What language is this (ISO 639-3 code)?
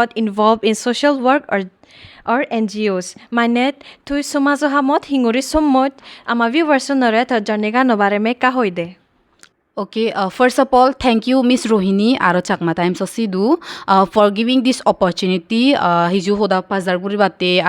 ccp